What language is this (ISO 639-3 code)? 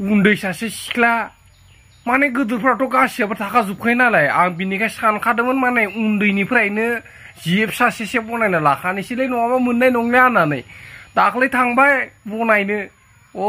brx